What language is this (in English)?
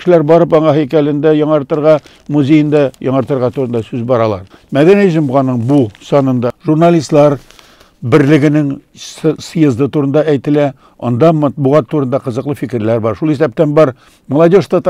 Tatar